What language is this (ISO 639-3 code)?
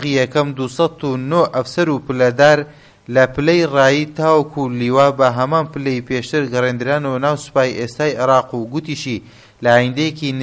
ckb